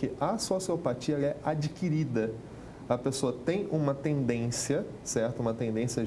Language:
Portuguese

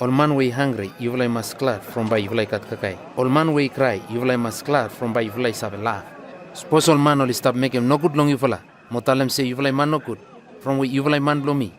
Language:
Bislama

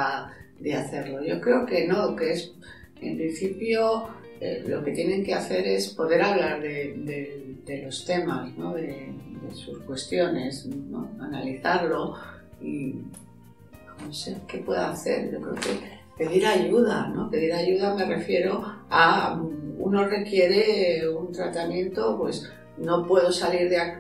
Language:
Spanish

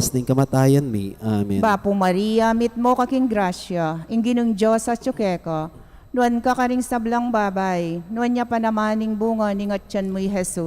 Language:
Pampanga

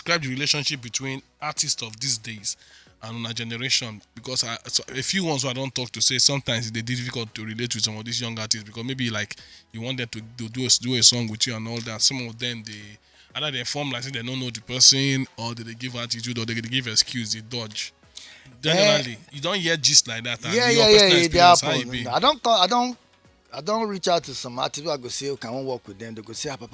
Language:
Nigerian Pidgin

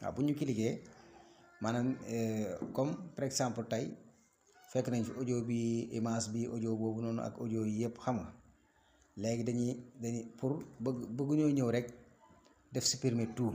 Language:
Wolof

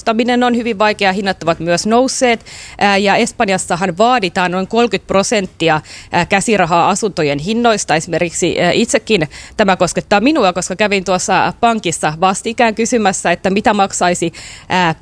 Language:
Finnish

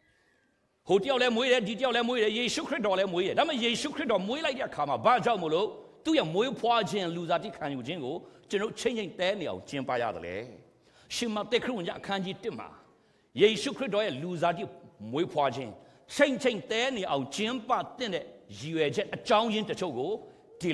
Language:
Burmese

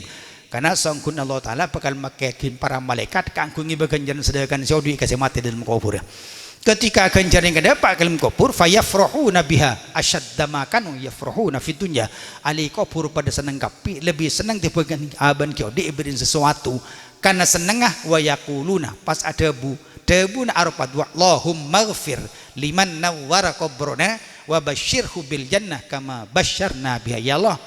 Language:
Madurese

